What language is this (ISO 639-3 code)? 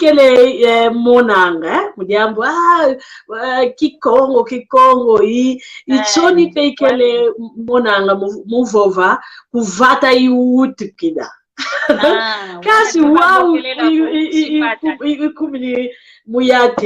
kwy